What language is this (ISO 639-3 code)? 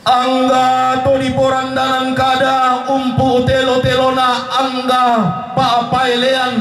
sda